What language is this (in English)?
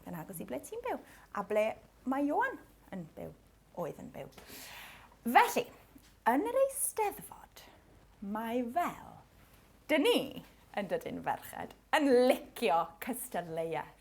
Welsh